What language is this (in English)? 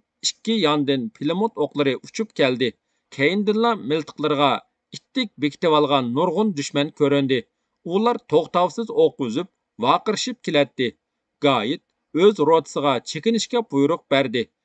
Uyghur